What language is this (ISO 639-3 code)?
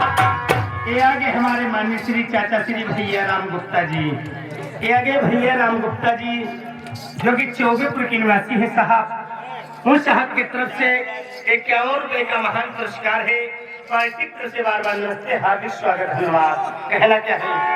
awa